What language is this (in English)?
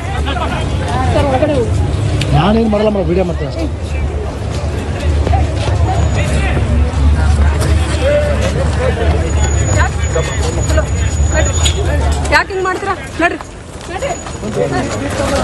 Kannada